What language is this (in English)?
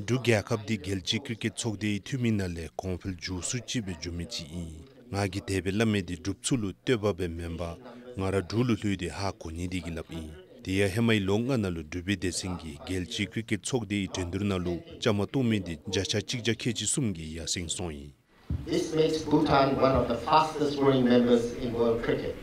Dzongkha